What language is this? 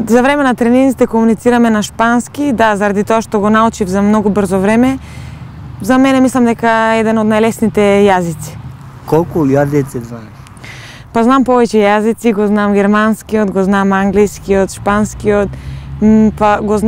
Macedonian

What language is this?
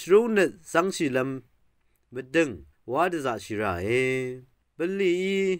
Rawang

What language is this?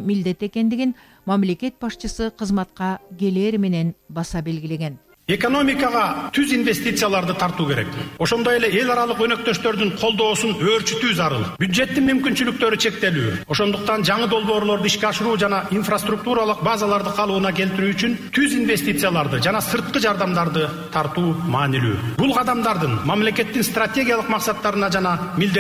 Kyrgyz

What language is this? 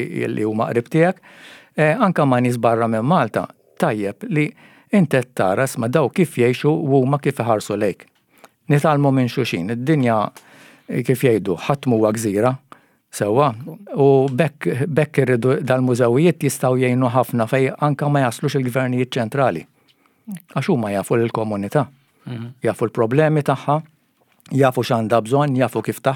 Maltese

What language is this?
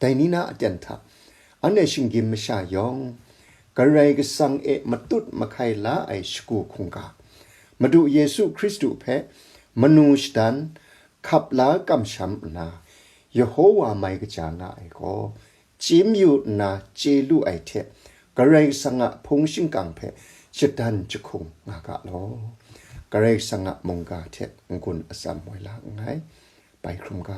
Kachin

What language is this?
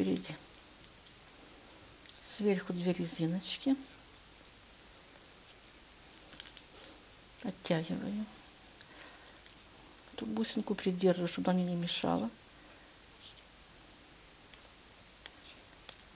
Russian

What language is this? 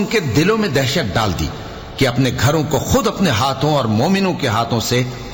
Urdu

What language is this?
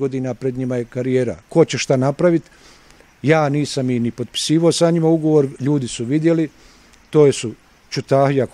Bosnian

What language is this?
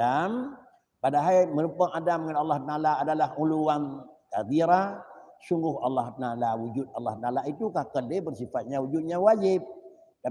Achinese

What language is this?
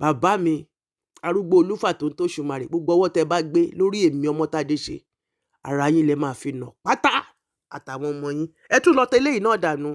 Yoruba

